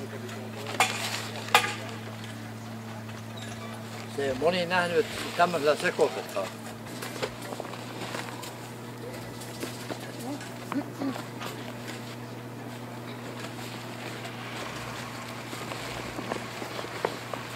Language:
Finnish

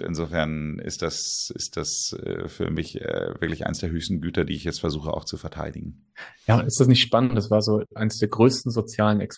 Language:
German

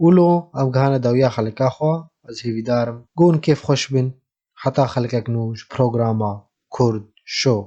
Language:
Kurdish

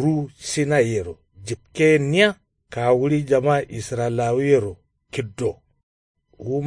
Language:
Kanuri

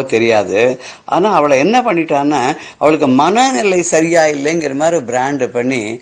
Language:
Tamil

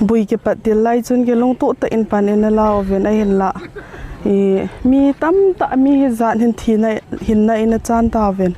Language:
Hmar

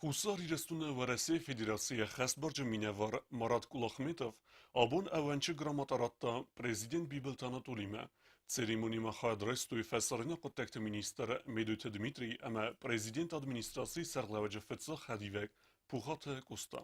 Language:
Ossetic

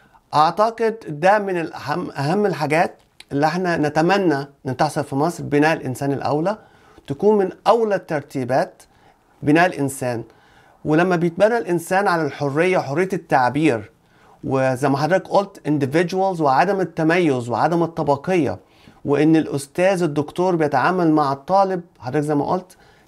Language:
Egyptian Arabic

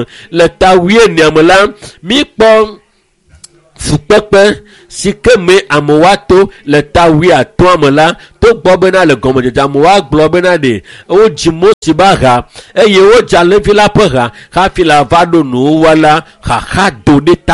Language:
Ewe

